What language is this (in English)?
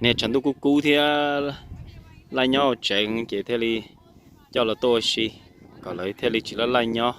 Hmong